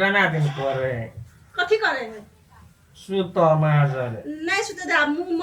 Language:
Maithili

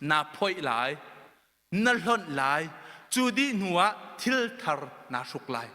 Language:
Hakha Chin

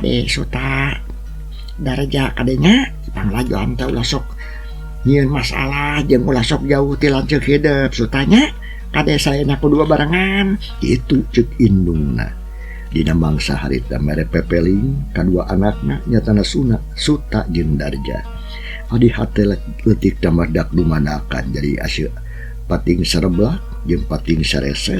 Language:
Sundanese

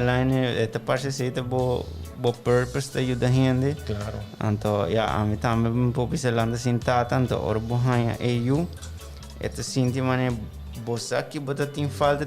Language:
Papiamento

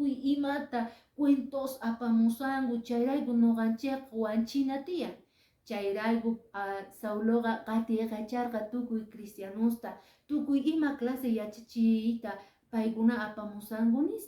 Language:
Quechua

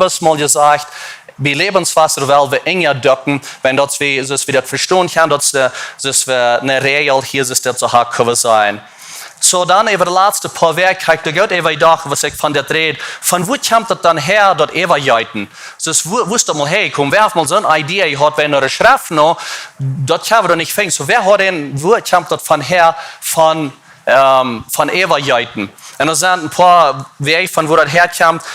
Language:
Plautdietsch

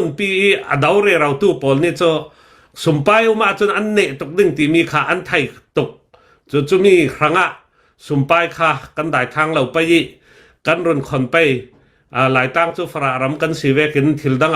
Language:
Hakha Chin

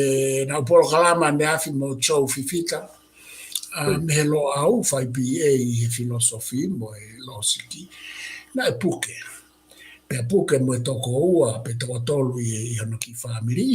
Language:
Tongan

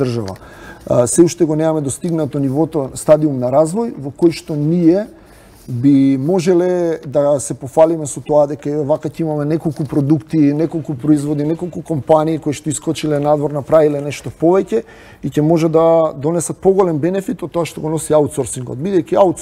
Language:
Macedonian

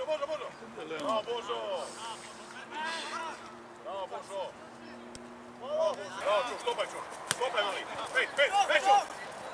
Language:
Croatian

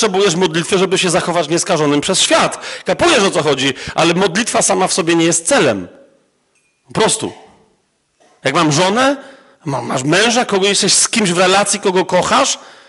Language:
Polish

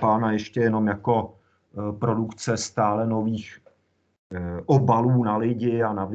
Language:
Czech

